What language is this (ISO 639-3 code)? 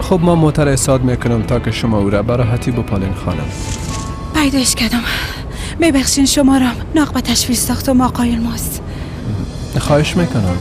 fas